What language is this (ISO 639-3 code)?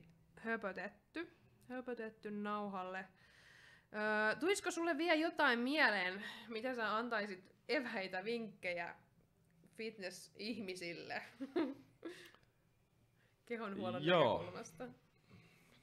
fin